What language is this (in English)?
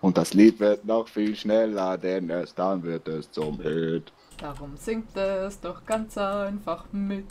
Swiss German